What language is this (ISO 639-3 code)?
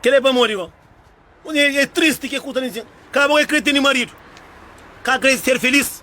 kea